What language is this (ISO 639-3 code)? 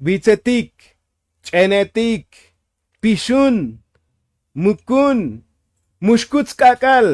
tzo